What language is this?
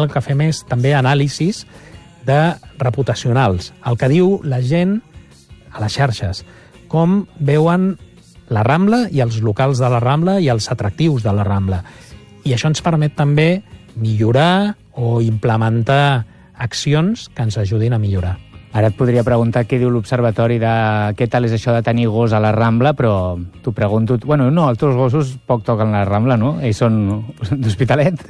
Catalan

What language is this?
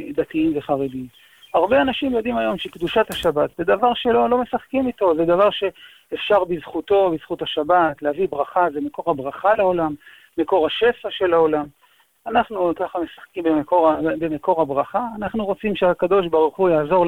Hebrew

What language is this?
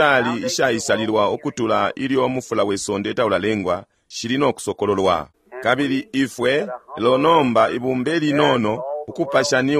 Bemba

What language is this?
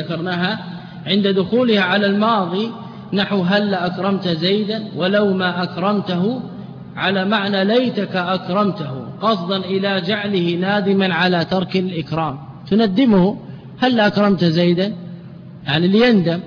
Arabic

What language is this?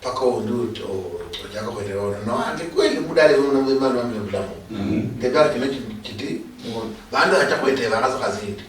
Luyia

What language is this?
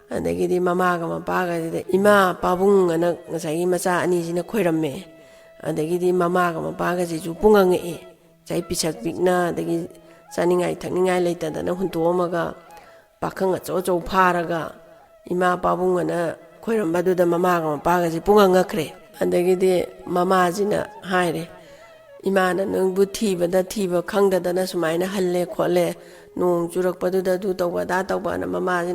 Manipuri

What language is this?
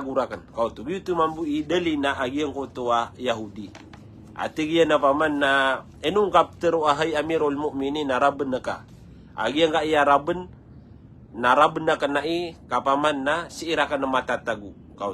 Maranao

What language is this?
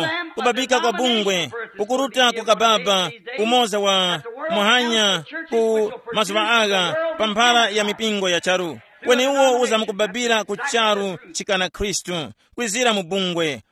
Tumbuka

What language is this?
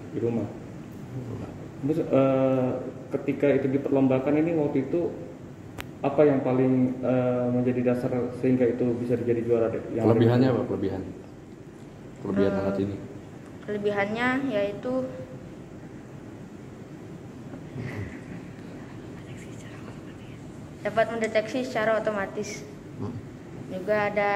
Indonesian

